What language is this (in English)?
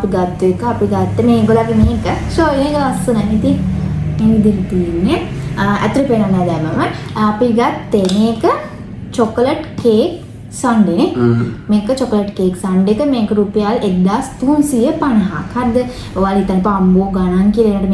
Sinhala